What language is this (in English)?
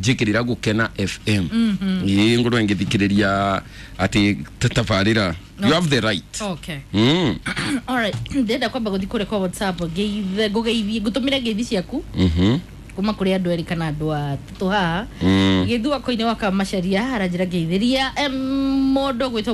Kikuyu